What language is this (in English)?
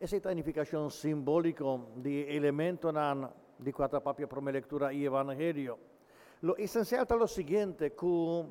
Papiamento